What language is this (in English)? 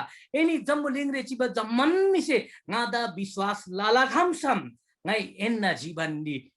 Eastern Tamang